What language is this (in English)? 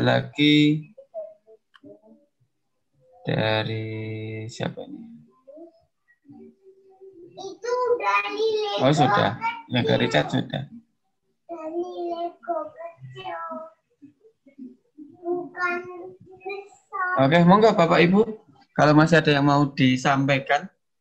Indonesian